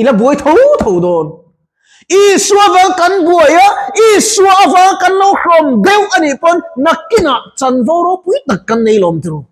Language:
Mizo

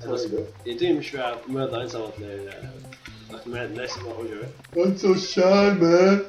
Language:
Faroese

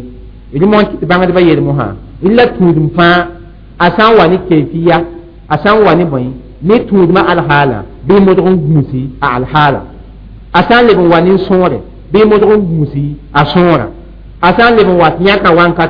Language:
Mossi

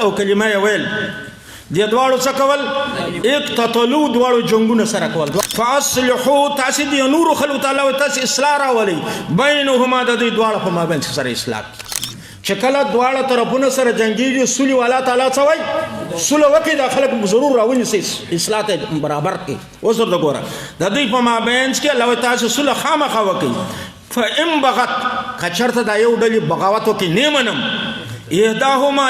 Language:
Pashto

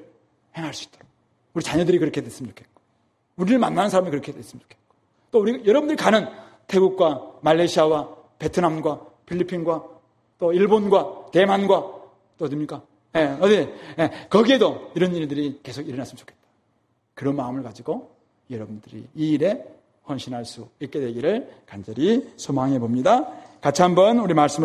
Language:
Korean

